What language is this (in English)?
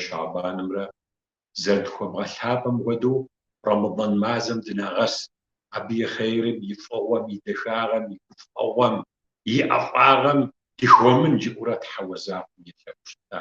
Kabardian